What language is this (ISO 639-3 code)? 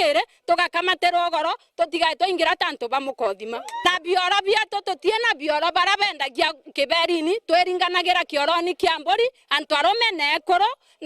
mer